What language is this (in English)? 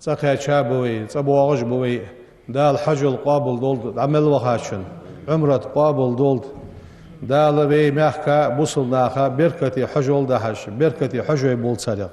Ingush